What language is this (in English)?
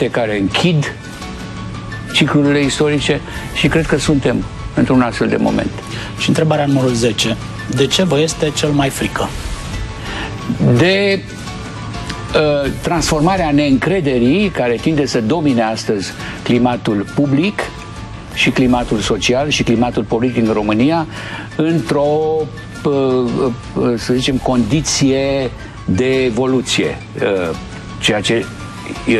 Romanian